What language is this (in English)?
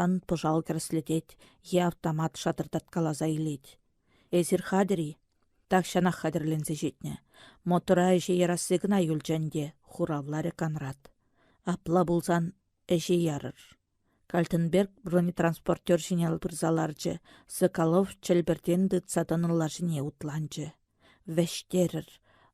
Chuvash